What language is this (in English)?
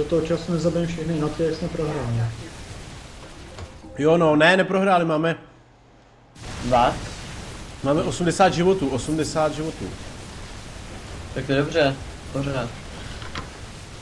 Czech